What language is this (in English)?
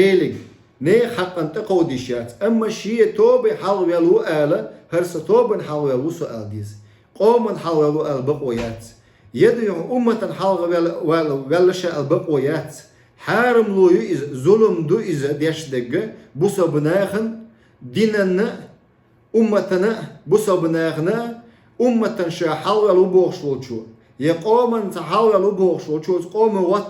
Chechen